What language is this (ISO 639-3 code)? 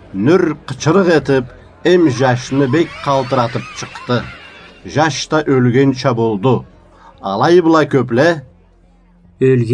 krc